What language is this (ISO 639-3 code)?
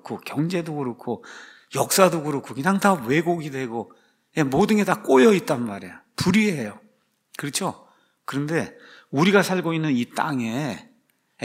kor